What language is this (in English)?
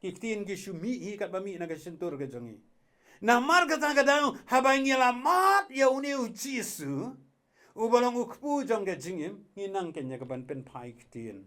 Khasi